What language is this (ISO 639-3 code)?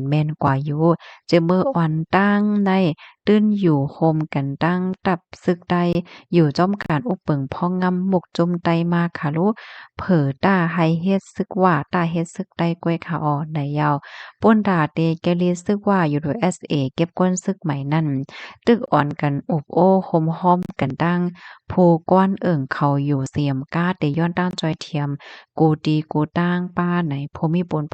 shn